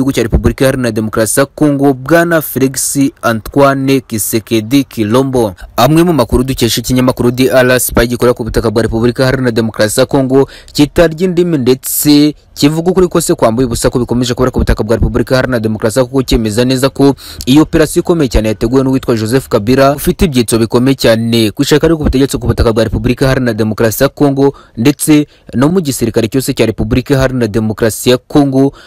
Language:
Kinyarwanda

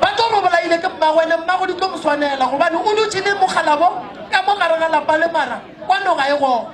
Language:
Northern Sotho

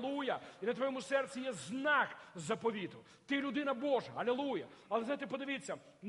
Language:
Ukrainian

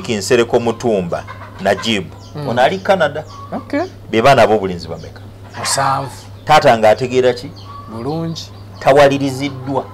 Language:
Ganda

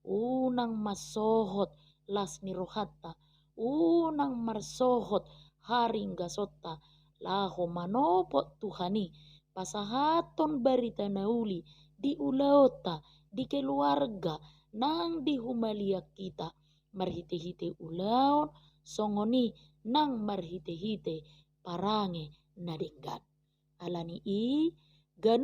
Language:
Batak Toba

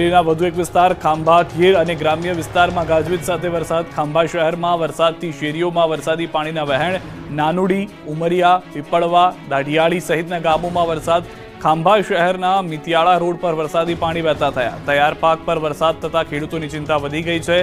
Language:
Gujarati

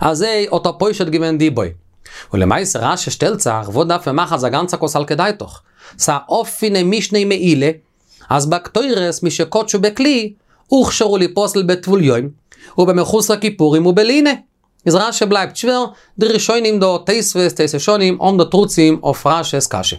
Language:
Yiddish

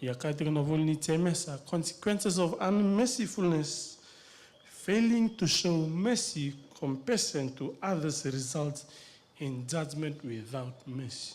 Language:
Fijian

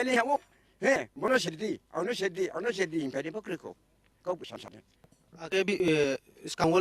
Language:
Kok Borok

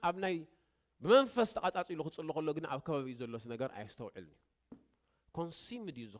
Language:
Tigrinya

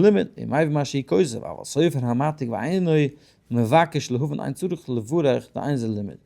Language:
Yiddish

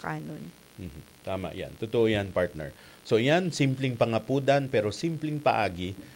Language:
Bikol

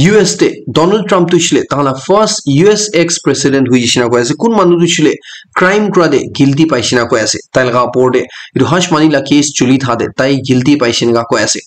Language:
Naga Pidgin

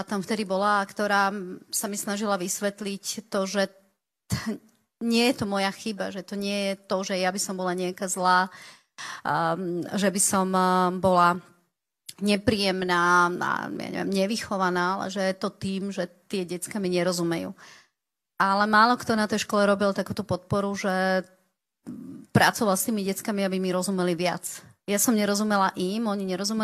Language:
Slovak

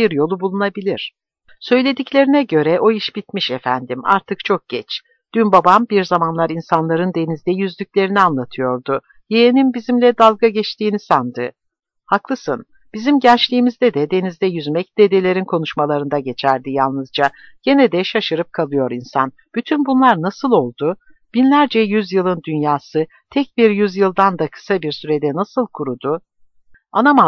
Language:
Turkish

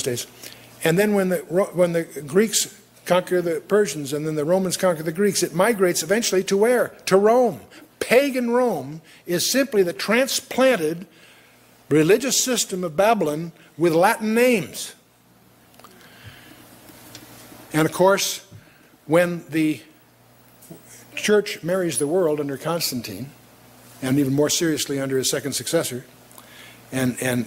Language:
English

